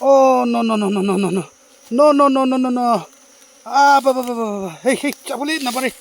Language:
Naga Pidgin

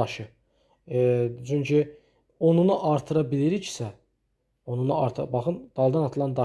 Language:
Azerbaijani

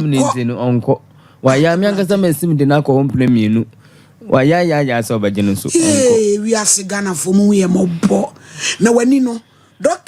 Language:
Akan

